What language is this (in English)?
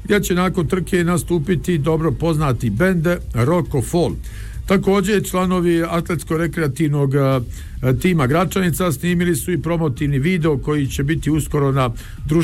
Bosnian